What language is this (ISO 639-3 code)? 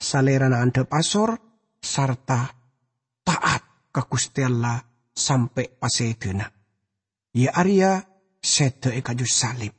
mad